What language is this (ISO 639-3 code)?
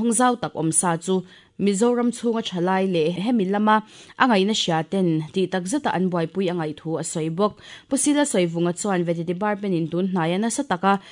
lus